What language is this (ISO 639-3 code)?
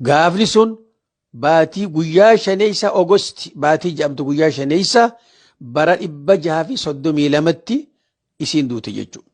orm